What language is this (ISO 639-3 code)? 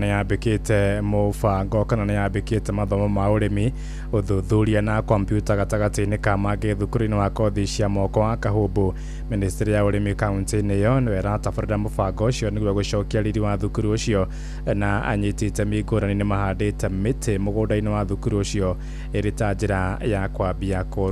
kik